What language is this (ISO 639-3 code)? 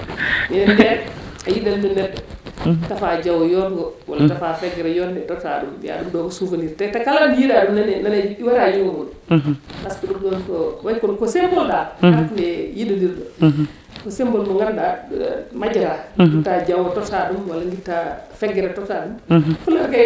ful